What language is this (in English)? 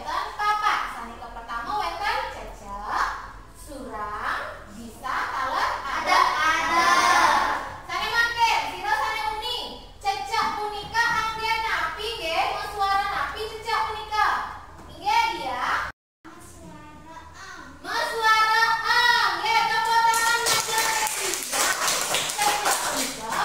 Balinese